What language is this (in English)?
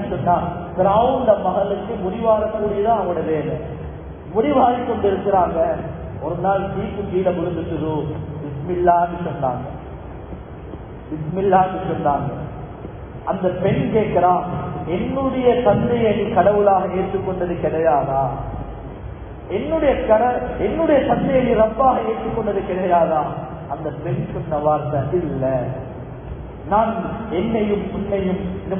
Tamil